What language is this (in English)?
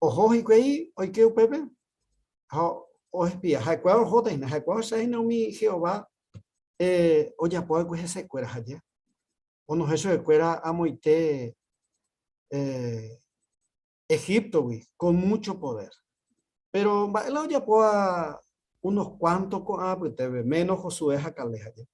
Guarani